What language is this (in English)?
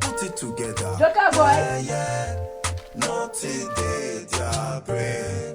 Nigerian Pidgin